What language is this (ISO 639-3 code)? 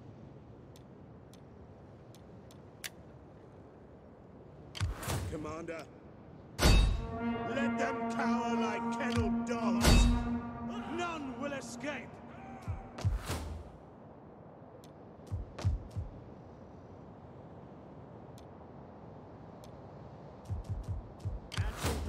eng